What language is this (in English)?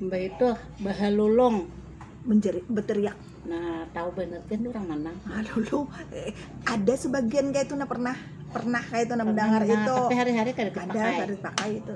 Banjar